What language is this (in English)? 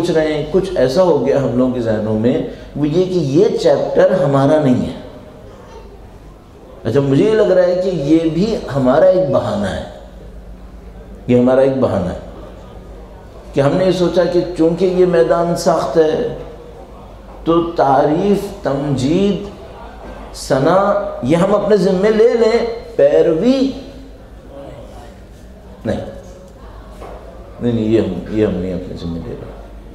Urdu